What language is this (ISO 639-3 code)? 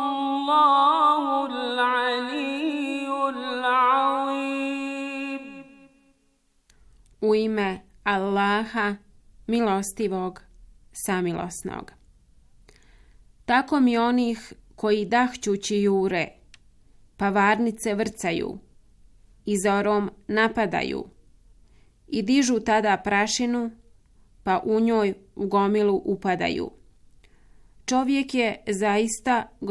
bos